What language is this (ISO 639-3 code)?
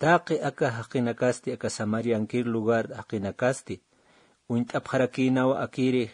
aym